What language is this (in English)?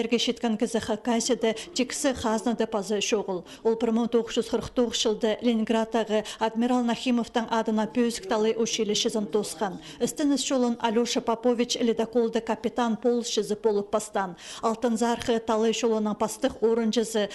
Khakas